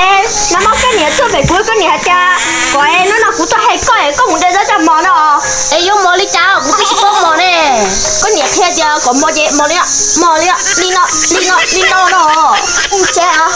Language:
Hmong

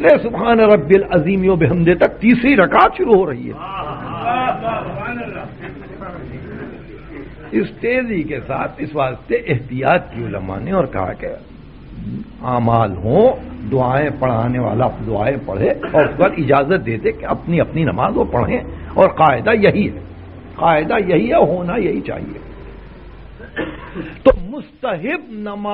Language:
Urdu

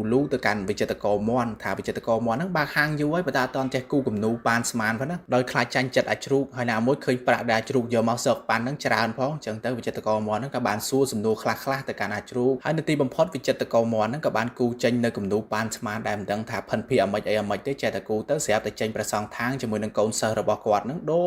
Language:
Khmer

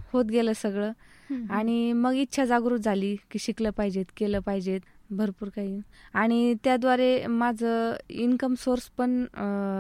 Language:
Marathi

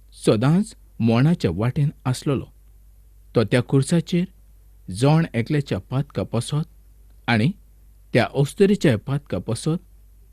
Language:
Konkani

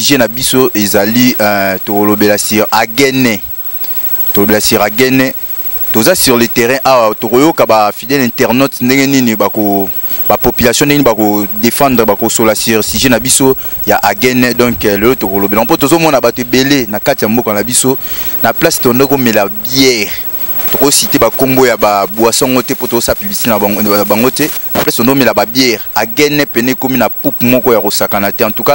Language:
Lingala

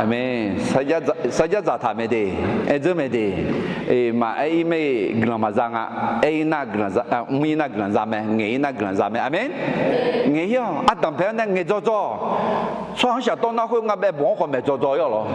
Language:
Akha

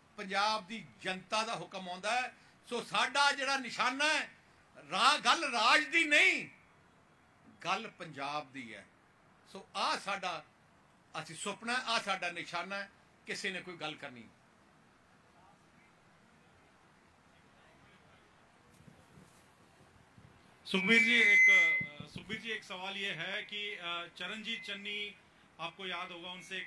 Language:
Punjabi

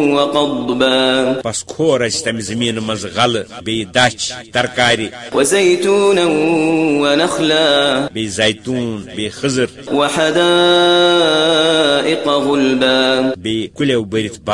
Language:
Kashmiri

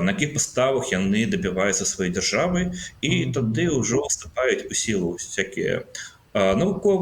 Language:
Belarusian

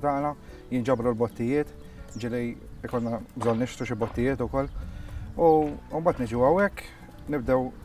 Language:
Maltese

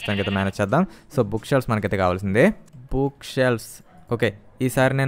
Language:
Telugu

